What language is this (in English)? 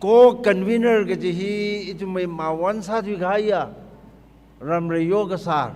Tangkhul Naga (India)